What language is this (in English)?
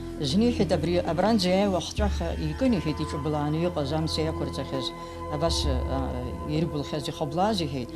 Abkhazian